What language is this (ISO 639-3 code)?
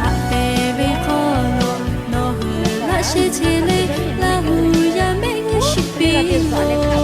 lhu